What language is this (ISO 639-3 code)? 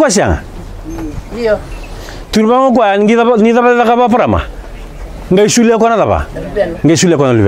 fij